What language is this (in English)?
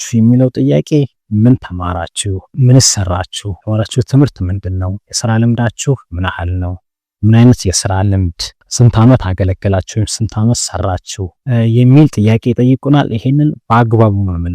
Amharic